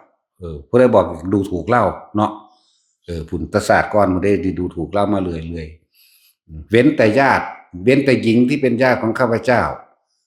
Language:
Northeastern Thai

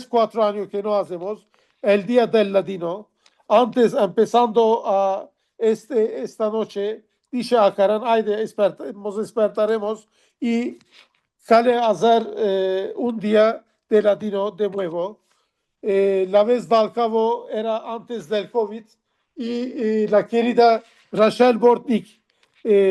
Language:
Ladino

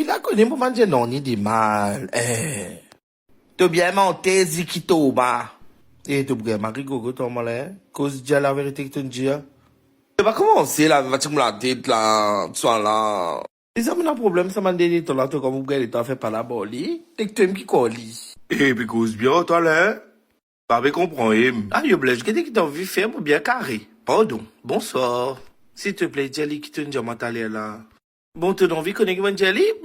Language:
Morisyen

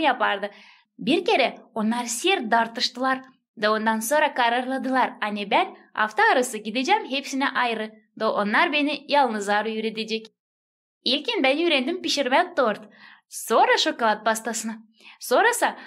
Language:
Gagauz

